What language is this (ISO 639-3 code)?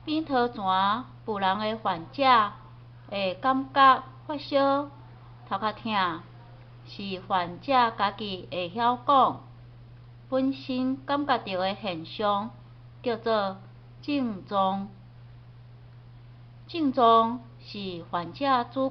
nan